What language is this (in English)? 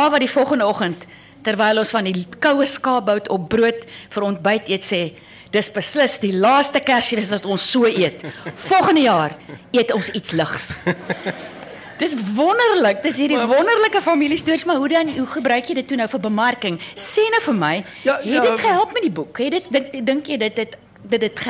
Afrikaans